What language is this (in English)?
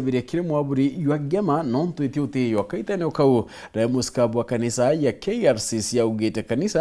Meru